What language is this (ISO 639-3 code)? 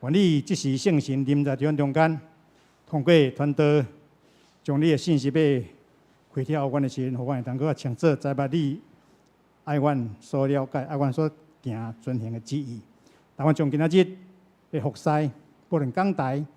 nan